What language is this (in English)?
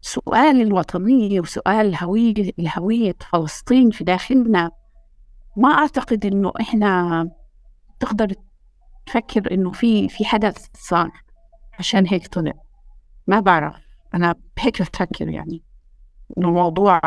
North Levantine Arabic